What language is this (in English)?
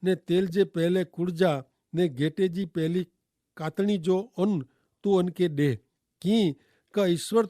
Kachhi